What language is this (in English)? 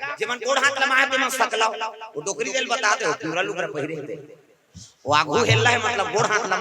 Chhattisgarhi